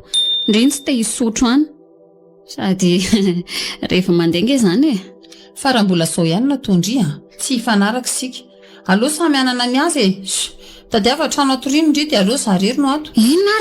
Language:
Malagasy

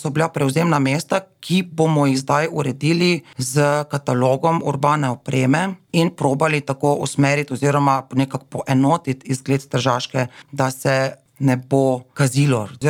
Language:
Slovenian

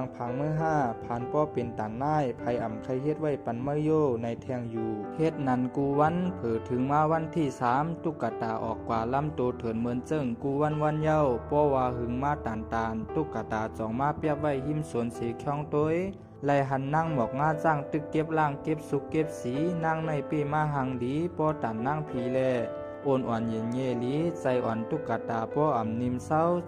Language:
Shan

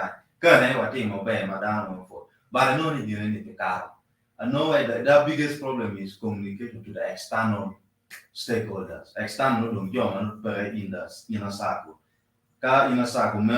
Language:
Acoli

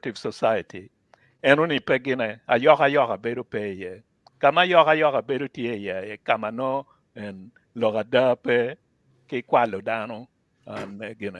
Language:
Acoli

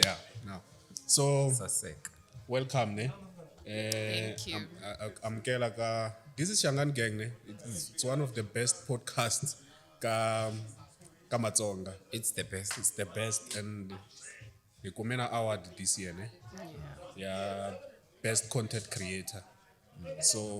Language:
Tsonga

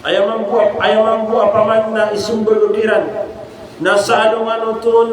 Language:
Maranao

